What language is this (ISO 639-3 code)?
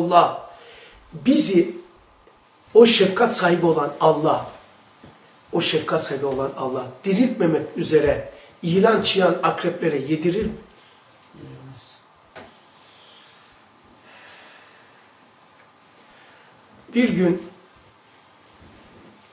tur